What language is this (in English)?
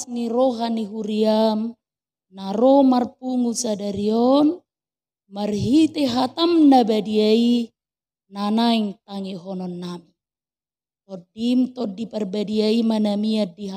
Batak Toba